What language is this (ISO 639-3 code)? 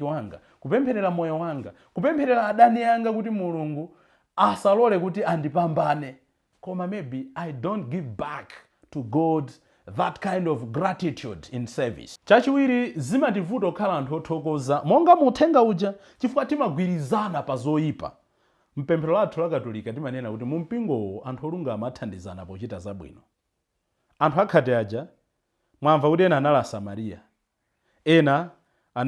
nya